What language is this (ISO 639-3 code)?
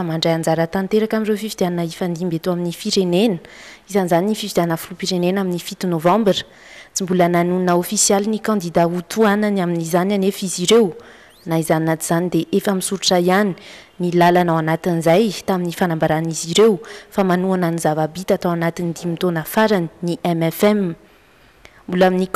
mlg